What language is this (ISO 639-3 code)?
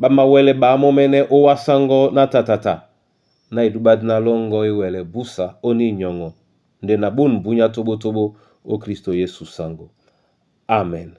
dua